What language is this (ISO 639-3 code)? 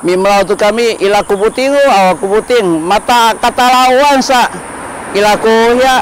szy